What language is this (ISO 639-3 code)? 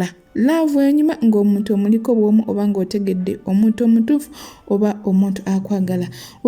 lug